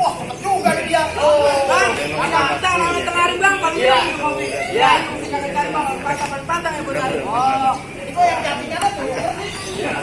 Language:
Betawi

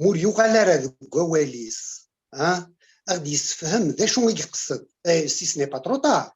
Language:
Kabyle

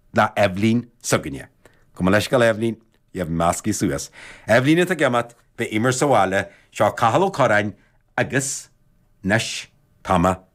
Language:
Irish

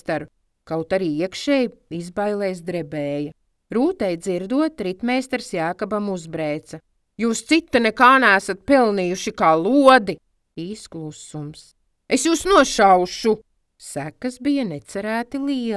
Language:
Latvian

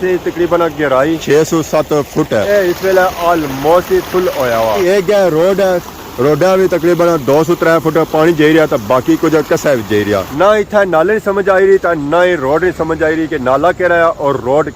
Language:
Pahari-Potwari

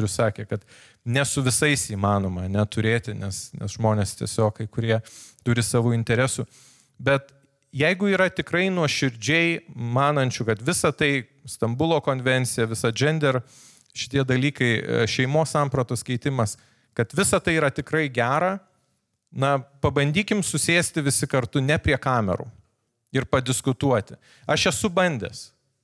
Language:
Lithuanian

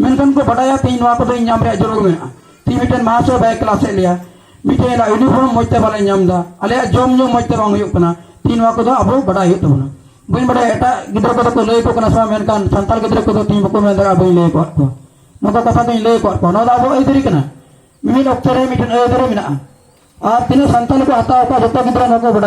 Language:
Santali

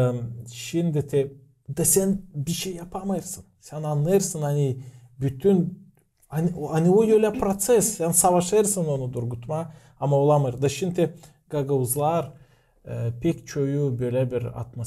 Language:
Gagauz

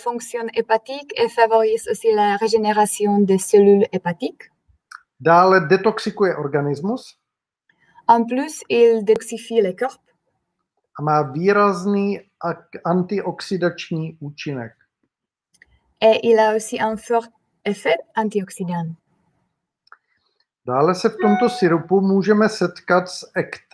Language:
Czech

